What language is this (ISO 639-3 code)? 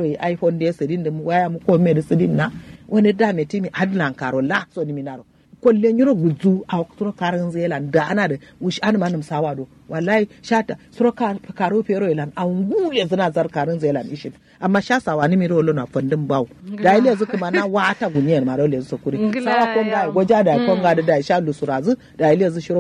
kau